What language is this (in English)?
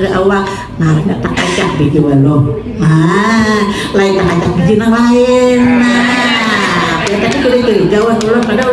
Banjar